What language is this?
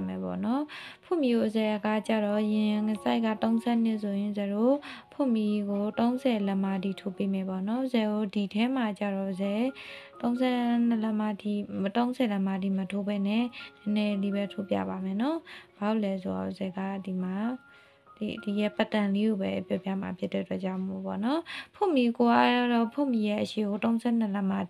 Burmese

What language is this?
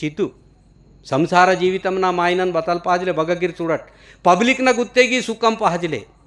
Gondi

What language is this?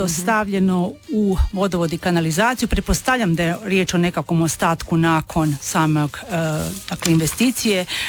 Croatian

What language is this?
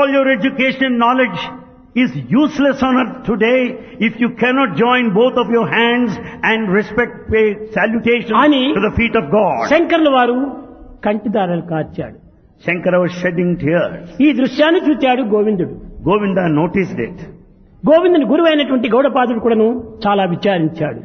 Telugu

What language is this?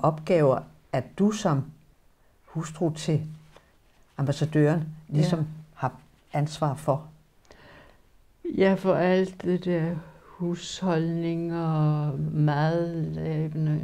Danish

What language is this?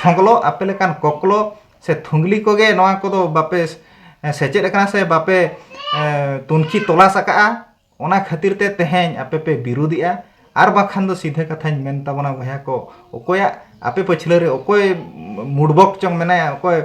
Santali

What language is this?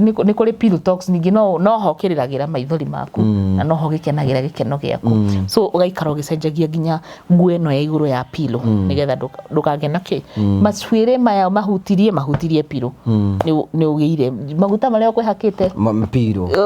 Kikuyu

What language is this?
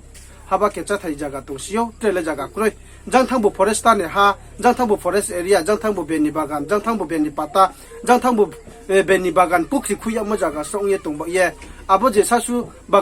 Riang (India)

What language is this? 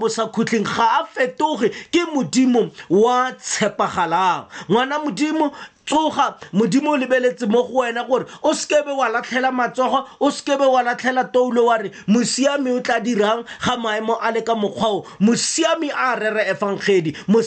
Tswana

